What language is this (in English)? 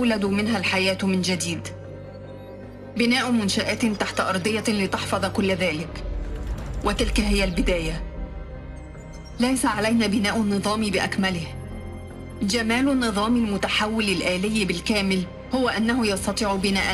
Arabic